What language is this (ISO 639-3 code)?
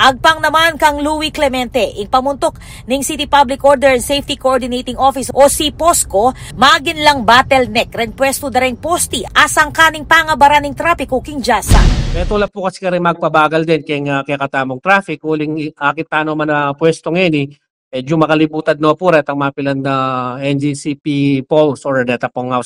pam